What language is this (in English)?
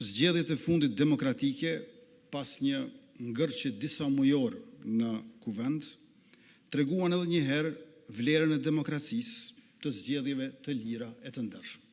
Albanian